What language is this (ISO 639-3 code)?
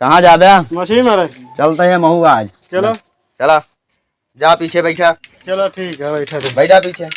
awa